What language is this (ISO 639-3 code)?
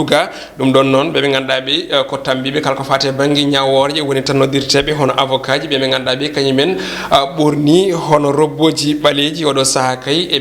ful